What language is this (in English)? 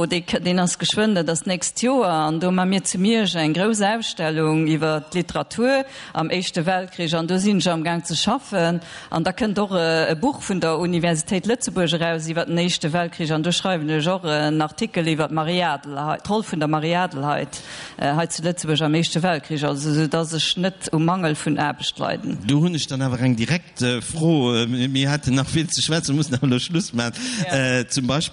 Luxembourgish